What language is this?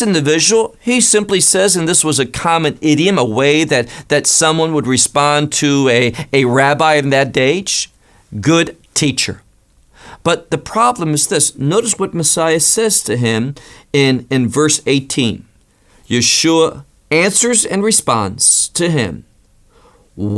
English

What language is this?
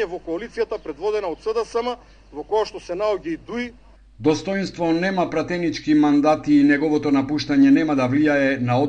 Macedonian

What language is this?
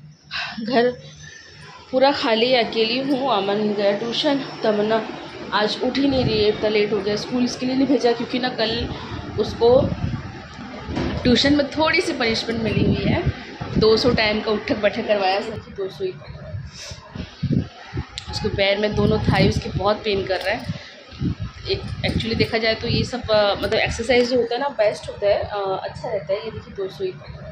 Hindi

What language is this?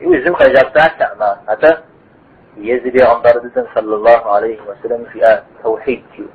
Kabardian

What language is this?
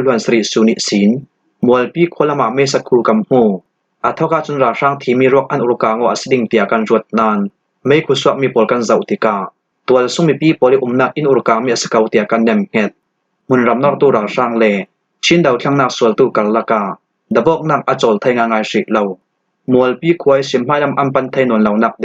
Falam Chin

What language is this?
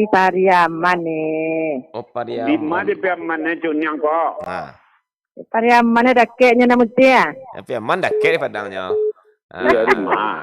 Minangkabau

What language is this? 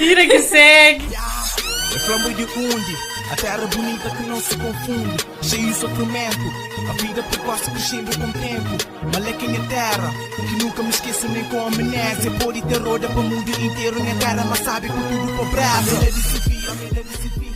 Kabuverdianu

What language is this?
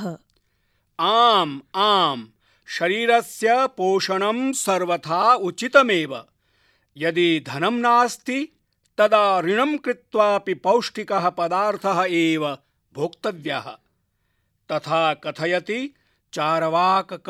Sanskrit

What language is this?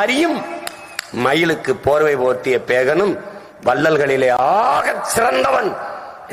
Tamil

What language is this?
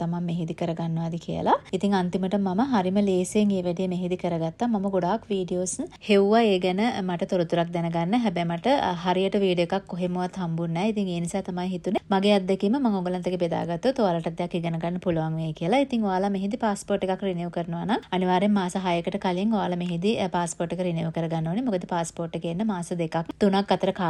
Sinhala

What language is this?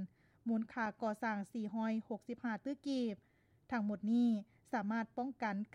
Lao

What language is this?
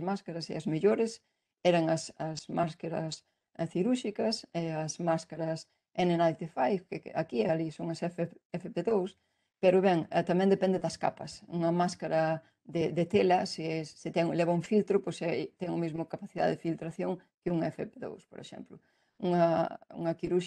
Galician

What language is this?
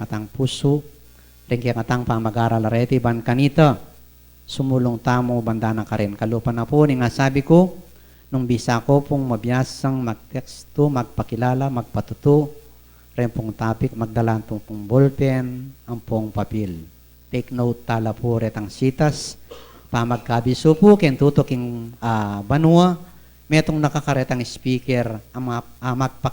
Pampanga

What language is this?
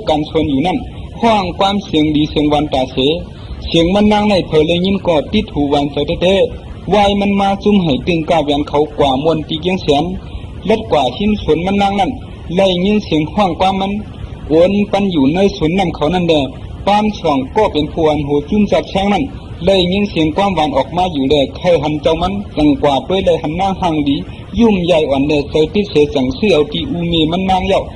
Shan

